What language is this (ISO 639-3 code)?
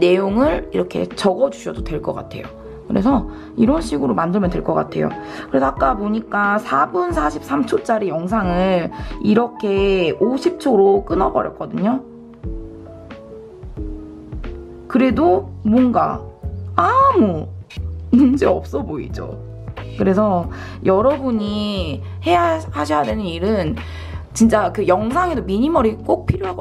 kor